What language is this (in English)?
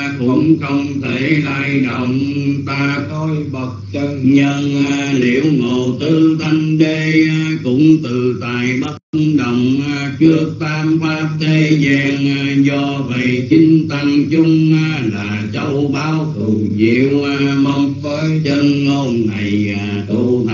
Vietnamese